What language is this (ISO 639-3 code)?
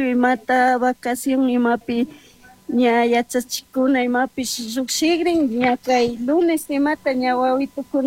qug